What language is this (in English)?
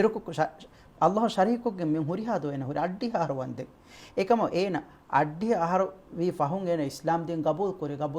Divehi